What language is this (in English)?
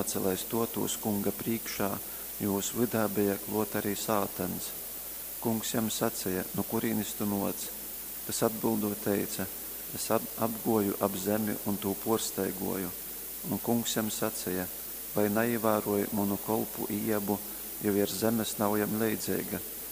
Latgalian